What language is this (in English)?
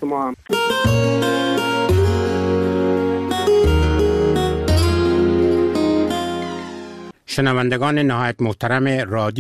Persian